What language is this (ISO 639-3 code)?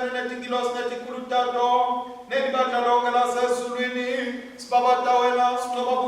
ssw